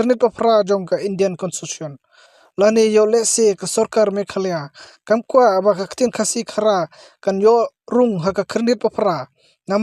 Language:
Khasi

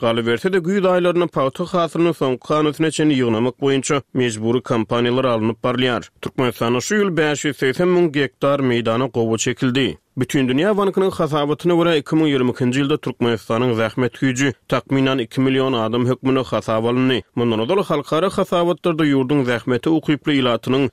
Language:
Turkmen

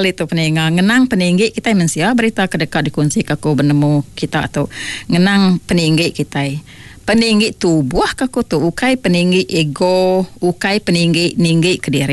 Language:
Iban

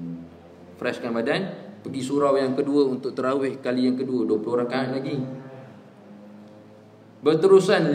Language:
Malay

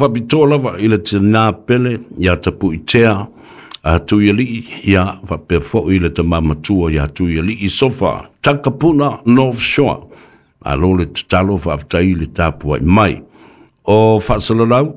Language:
Samoan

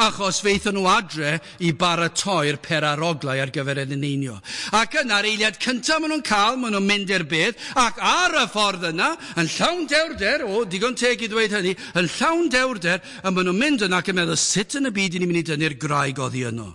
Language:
Welsh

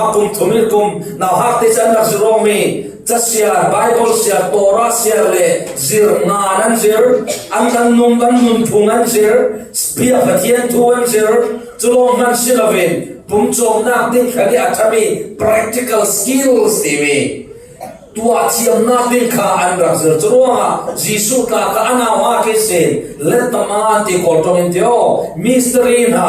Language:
Falam Chin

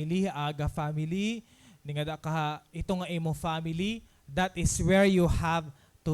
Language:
Waray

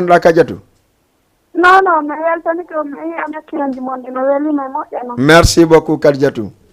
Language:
Fula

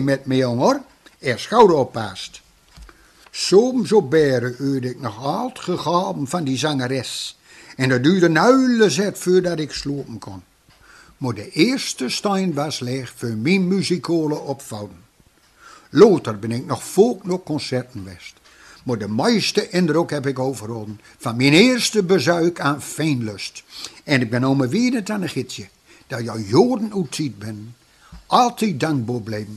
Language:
Gronings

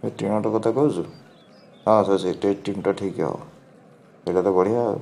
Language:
Odia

